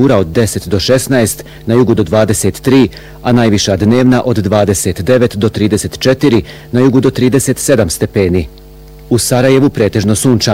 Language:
Bosnian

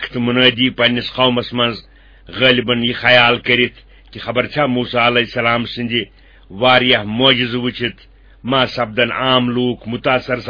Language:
Kashmiri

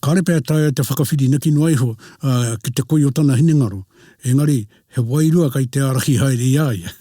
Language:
Māori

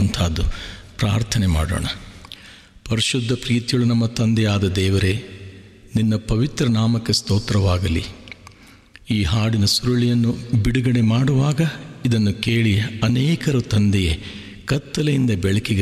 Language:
Kannada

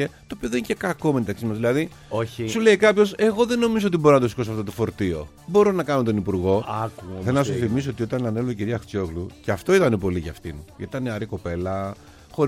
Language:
Greek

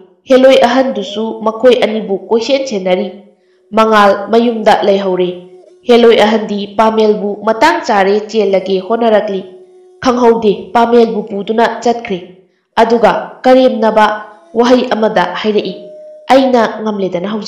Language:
Manipuri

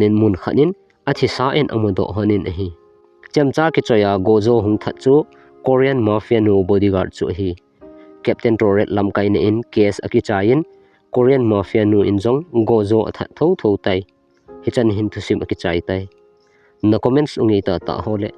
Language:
Thado Chin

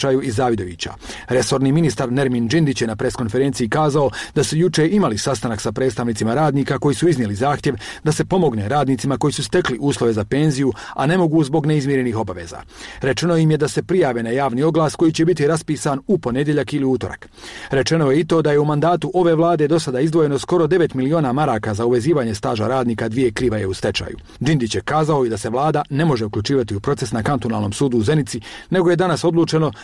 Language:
Bosnian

